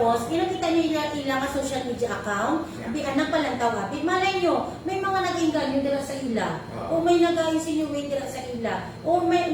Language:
Hiligaynon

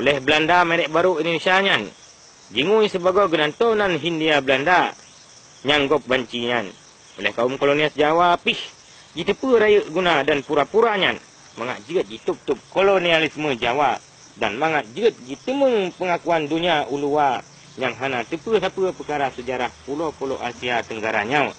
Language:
Achinese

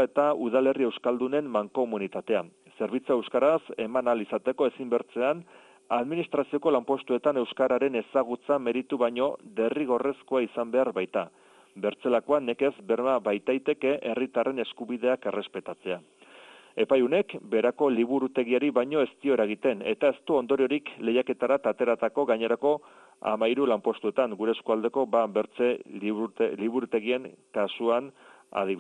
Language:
Basque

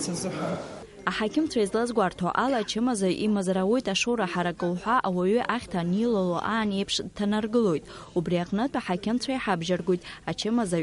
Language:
Abkhazian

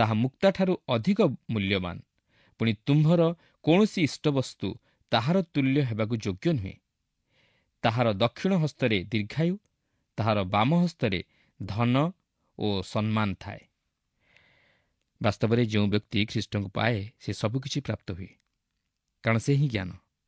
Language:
Odia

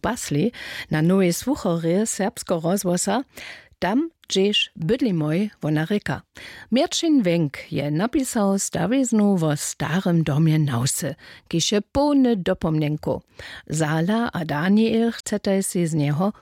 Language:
Upper Sorbian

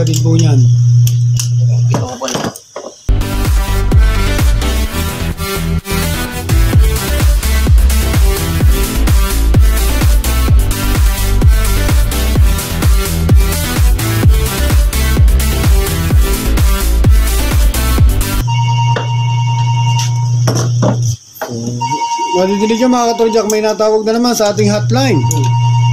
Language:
Filipino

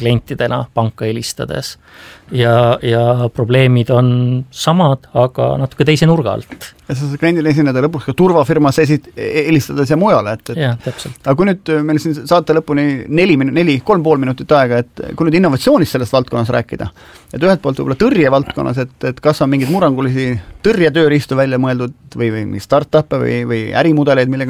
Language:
Estonian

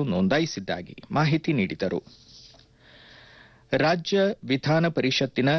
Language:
Kannada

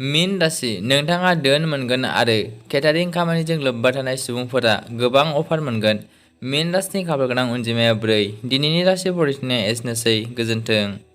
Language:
Bodo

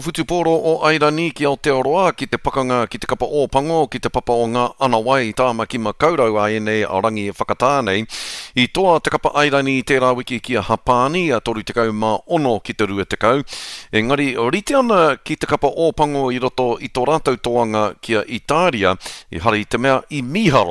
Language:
Māori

